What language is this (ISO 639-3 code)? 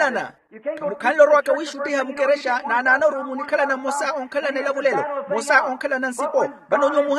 vmw